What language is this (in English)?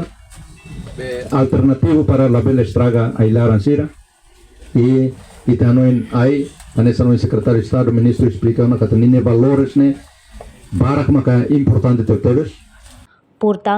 Tetum